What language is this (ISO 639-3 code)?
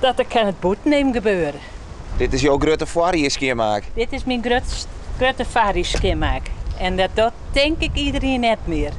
fry